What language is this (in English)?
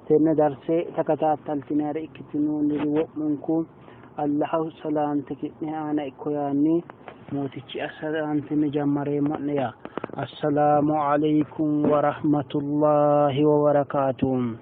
Sidamo